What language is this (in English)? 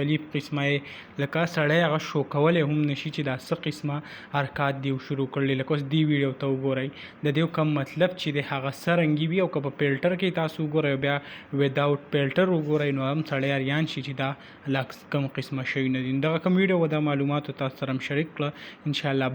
Pashto